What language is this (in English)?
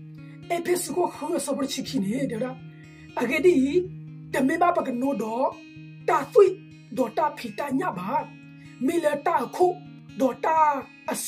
S'gaw Karen